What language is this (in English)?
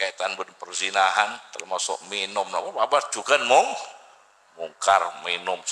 Madurese